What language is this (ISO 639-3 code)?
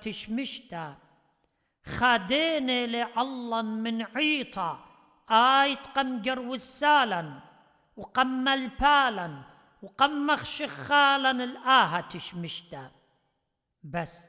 aii